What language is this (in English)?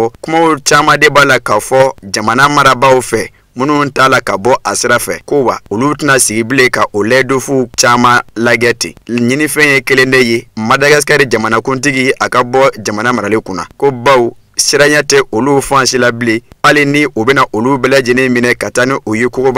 Bambara